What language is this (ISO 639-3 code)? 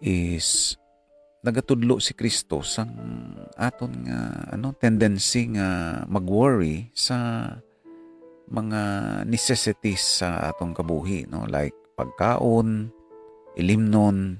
hil